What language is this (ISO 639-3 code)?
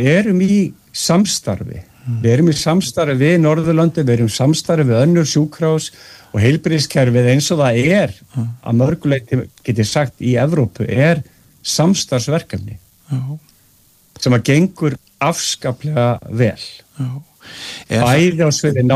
isl